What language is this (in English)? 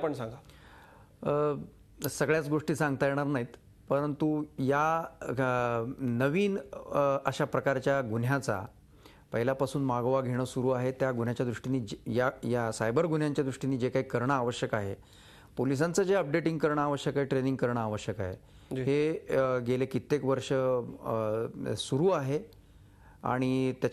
Marathi